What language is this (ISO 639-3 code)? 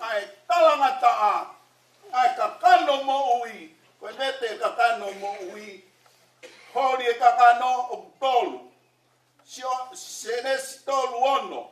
ton